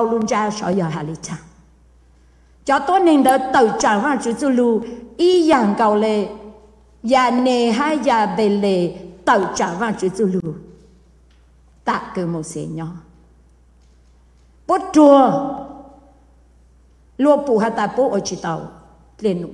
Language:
Vietnamese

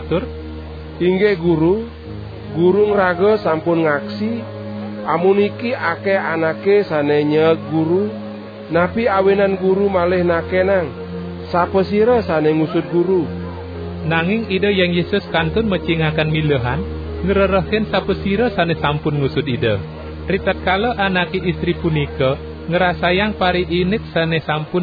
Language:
Balinese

